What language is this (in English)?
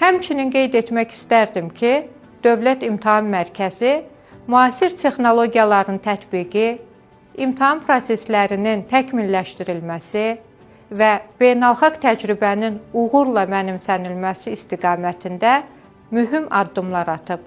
Azerbaijani